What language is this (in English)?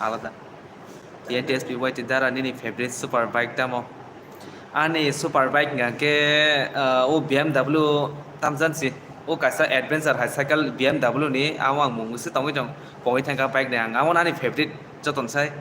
Kok Borok